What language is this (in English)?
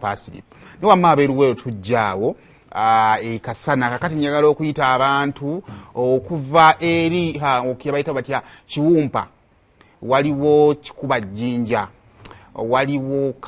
Ganda